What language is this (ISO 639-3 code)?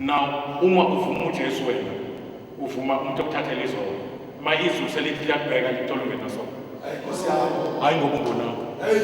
zul